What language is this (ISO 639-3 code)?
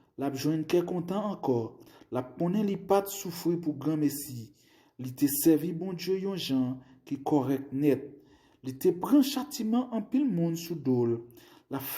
hat